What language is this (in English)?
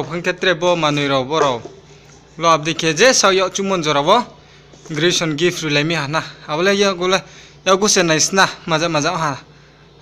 Riang (India)